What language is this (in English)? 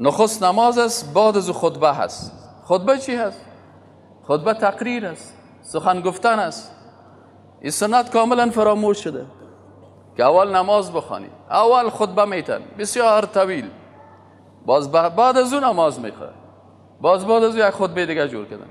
Persian